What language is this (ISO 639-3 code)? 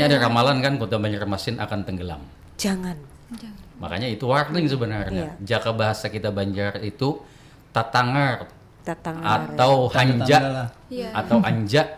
bjn